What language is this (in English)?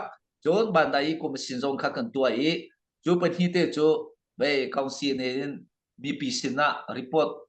Hakha Chin